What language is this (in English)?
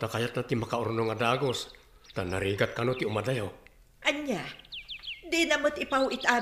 Iloko